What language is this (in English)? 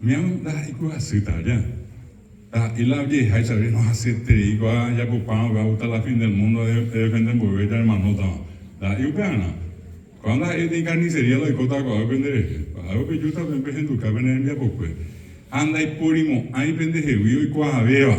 Guarani